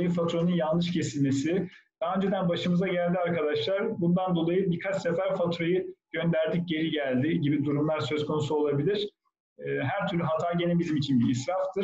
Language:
Turkish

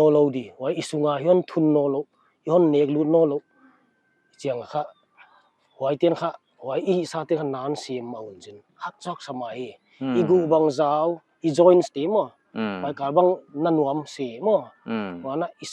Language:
Paite Chin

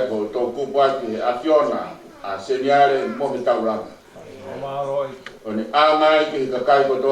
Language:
Tongan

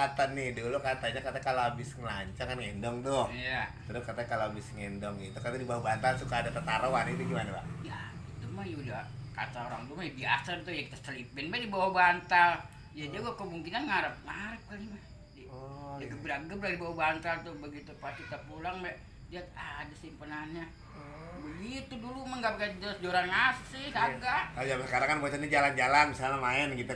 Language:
Betawi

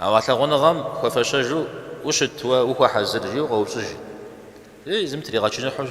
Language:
Kabardian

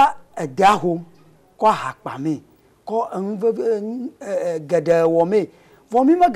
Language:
Ewe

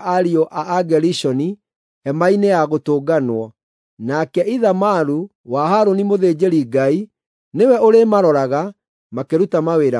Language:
Kikuyu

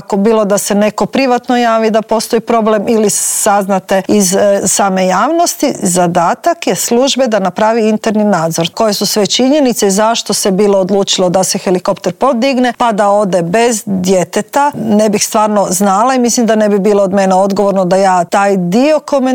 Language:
Croatian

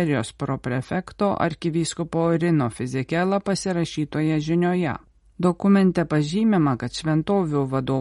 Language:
Lithuanian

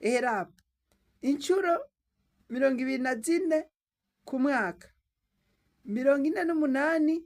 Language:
Rundi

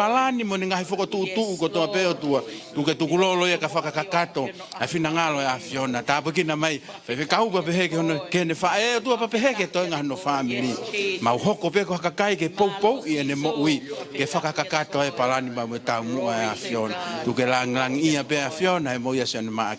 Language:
Tongan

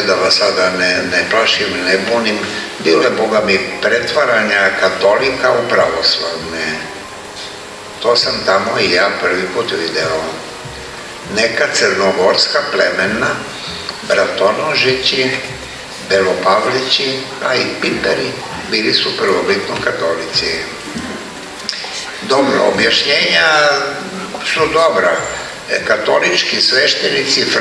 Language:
Serbian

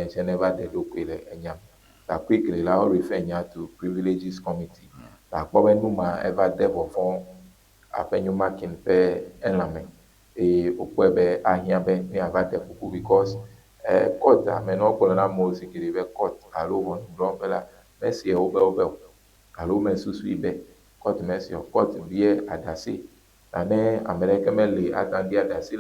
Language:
Ewe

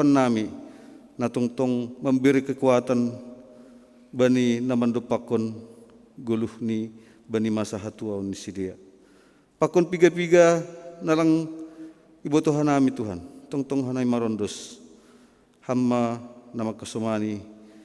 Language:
Batak Simalungun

